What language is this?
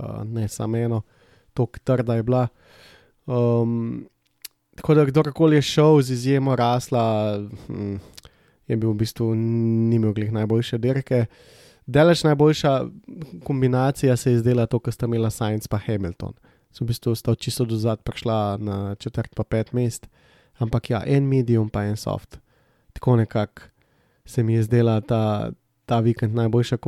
Slovenian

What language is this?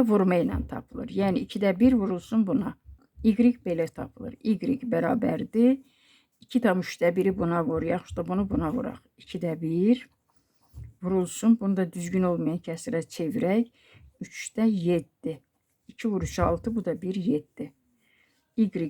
Azerbaijani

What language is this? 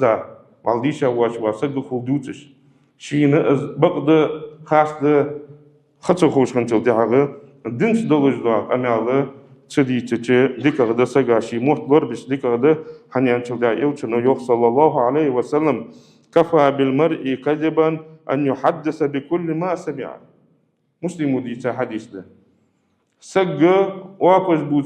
Ingush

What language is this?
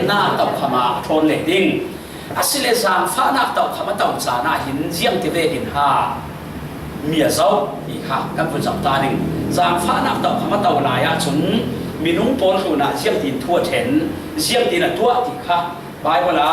Falam Chin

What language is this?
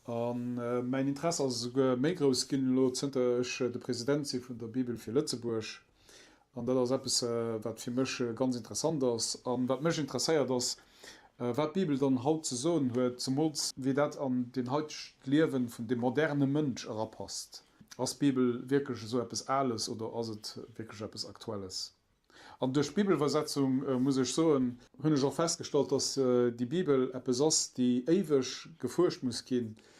Luxembourgish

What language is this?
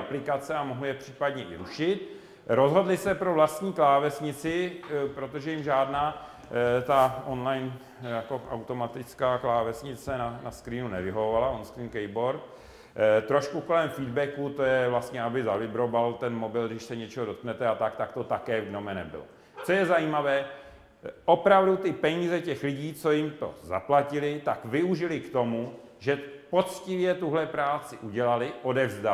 Czech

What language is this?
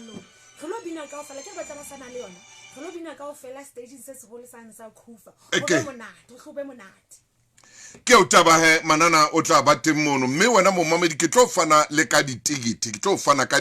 Southern Sotho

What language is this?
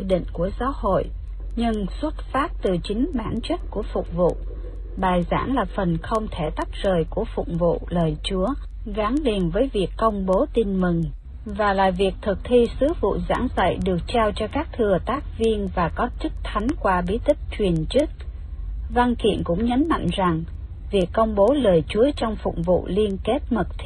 Vietnamese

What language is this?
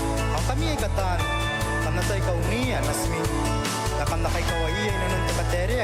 Gilbertese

